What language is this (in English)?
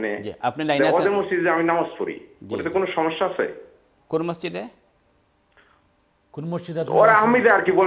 Bangla